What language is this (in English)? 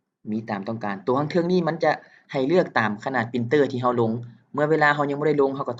Lao